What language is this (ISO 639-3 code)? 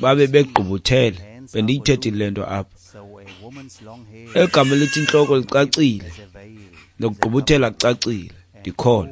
xho